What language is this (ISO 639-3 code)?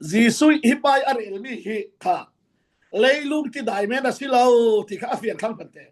cfm